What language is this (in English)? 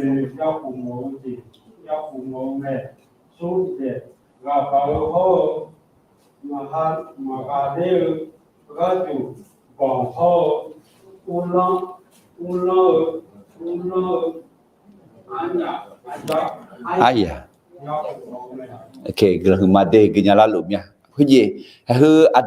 Akha